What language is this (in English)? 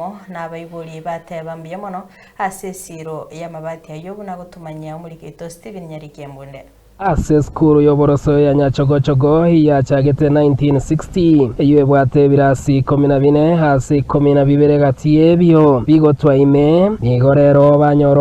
Gusii